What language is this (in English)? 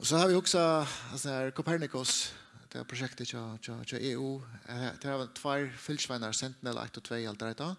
Faroese